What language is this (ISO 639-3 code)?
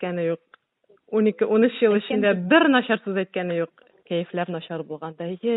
tat